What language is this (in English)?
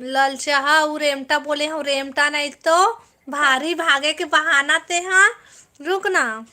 Chhattisgarhi